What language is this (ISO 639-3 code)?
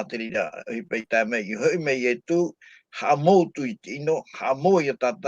tah